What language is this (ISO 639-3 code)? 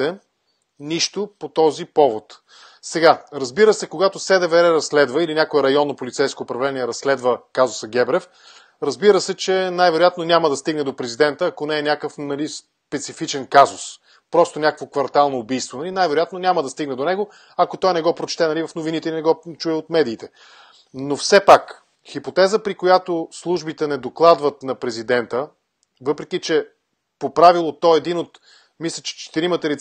bul